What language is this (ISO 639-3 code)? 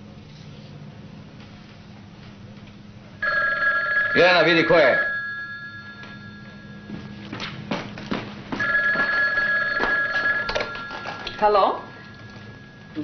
srp